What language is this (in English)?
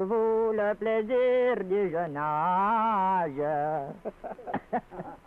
Cajun French